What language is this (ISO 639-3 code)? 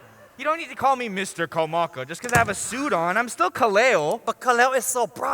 haw